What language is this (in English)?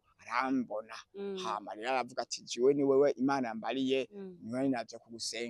Rundi